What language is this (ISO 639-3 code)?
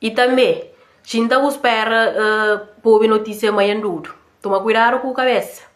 kea